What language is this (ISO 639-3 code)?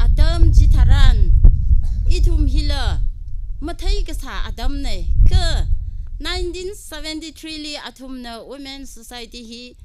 nmf